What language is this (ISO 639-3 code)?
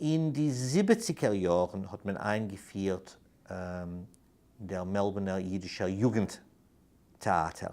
yid